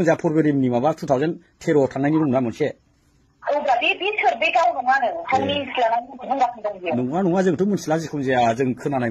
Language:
Bodo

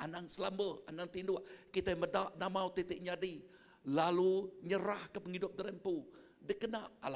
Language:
Iban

